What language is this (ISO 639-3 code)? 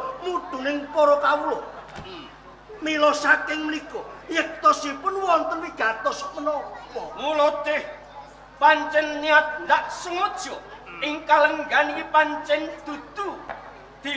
jav